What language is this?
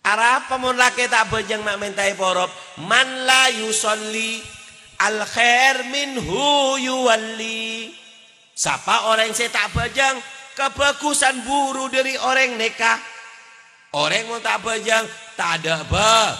Madurese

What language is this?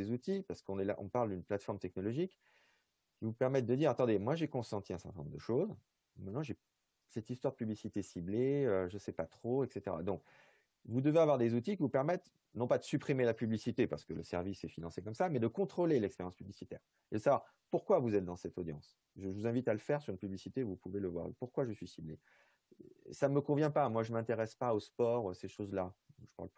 French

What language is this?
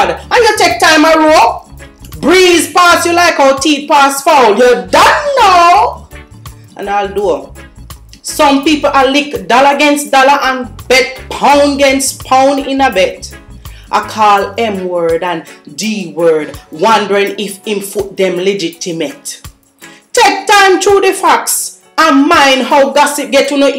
Jamaican Creole English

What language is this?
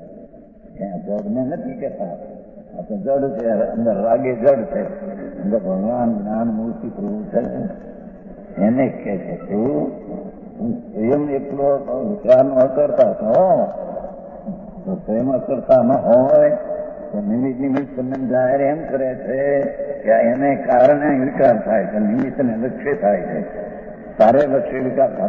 Gujarati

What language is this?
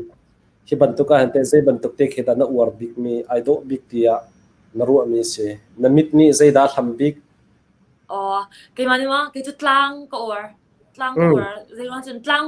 Hakha Chin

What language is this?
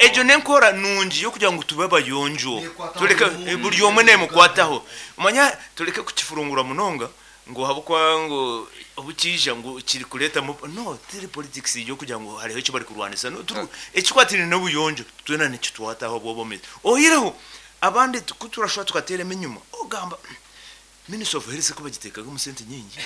Nyankole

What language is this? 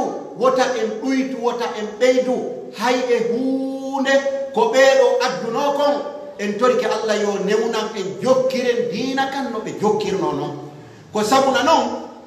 Pular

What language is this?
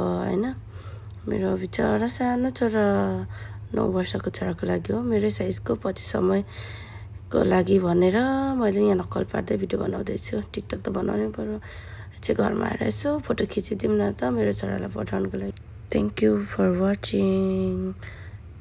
Nepali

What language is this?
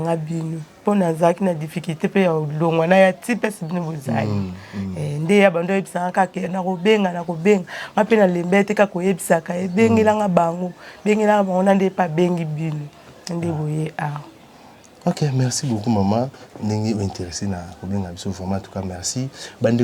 Lingala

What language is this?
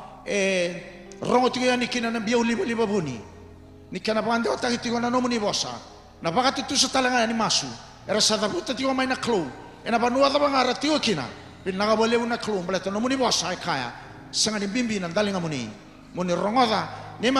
Fijian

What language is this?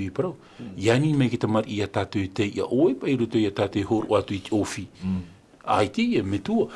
Tahitian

